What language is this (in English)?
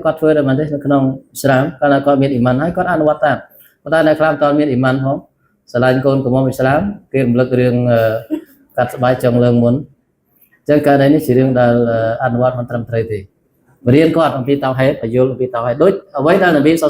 Khmer